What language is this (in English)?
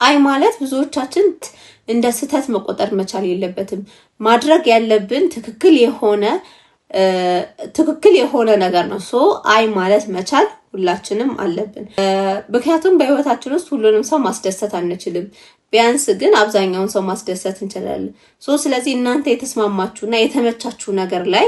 Amharic